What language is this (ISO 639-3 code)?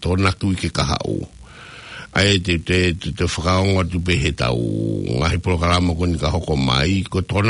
ton